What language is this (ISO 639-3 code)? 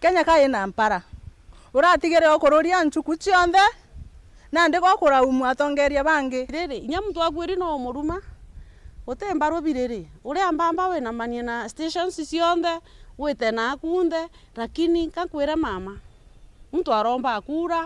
mer